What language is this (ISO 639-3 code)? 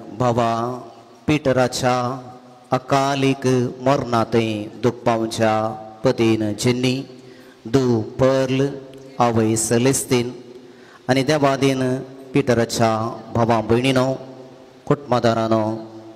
kok